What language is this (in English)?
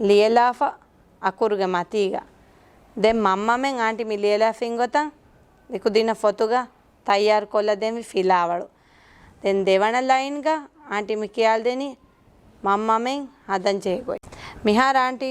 Divehi